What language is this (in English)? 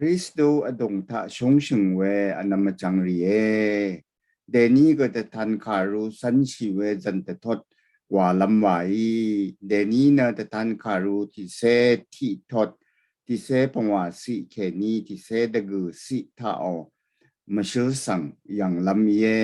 Rawang